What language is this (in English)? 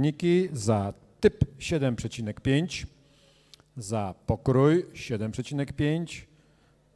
Polish